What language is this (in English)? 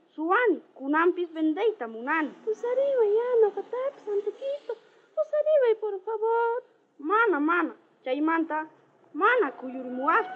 South Bolivian Quechua